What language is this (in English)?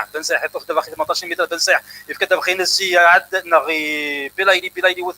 Kabyle